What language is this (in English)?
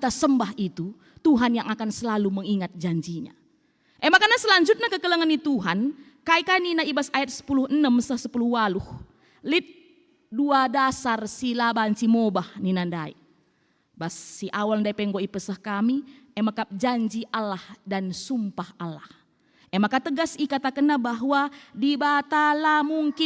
Batak Karo